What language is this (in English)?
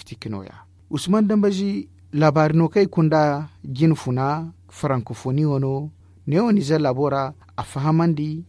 Zarma